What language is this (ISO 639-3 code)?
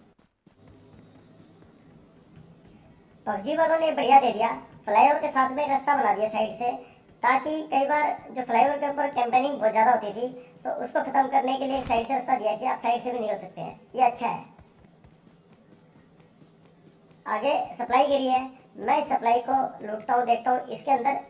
hin